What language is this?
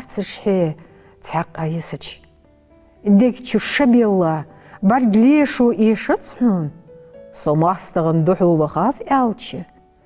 Ingush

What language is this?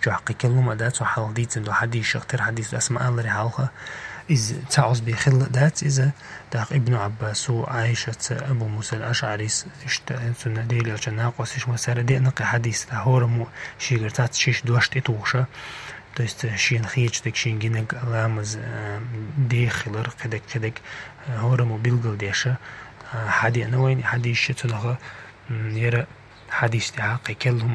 Chechen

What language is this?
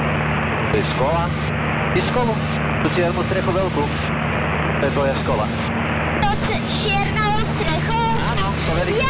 Slovak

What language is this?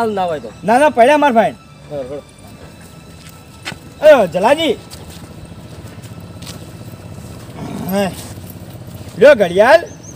Gujarati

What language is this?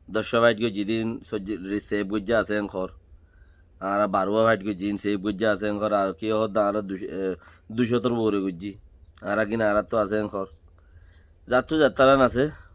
Rohingya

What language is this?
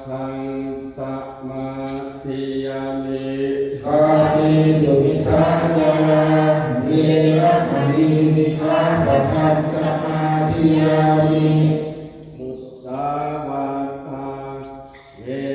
Pali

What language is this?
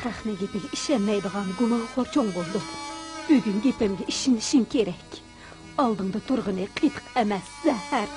Uyghur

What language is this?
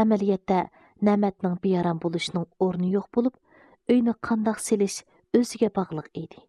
Uyghur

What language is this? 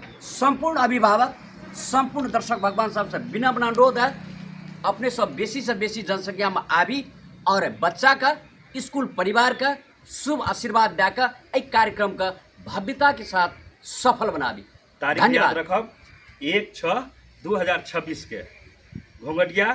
Maithili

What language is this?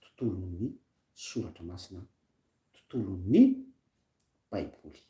Malagasy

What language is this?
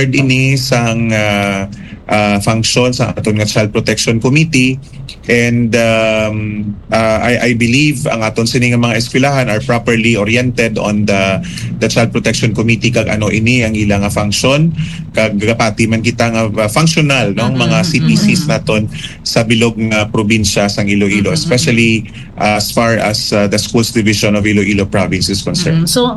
Hiligaynon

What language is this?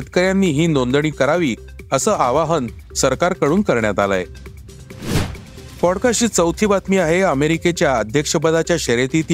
Marathi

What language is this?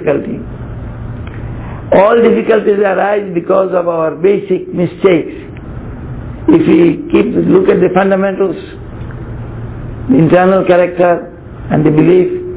English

